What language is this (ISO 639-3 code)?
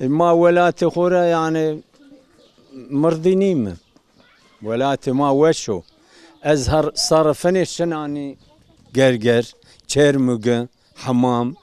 zza